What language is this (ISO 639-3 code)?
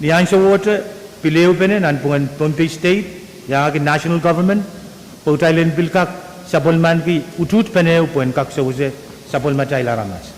pon